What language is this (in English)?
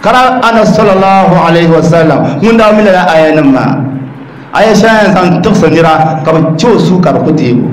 Dagbani